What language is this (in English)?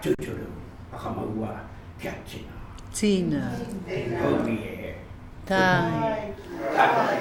Māori